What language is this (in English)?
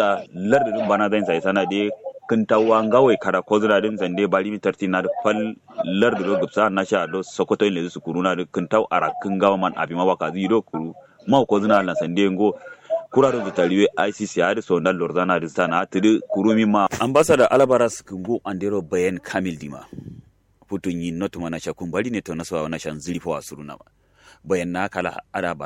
Kanuri